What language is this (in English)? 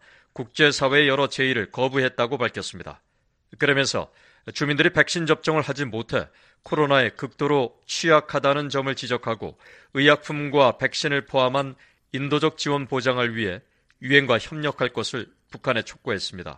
Korean